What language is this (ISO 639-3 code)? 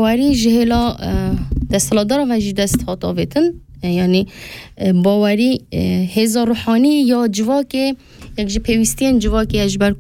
kur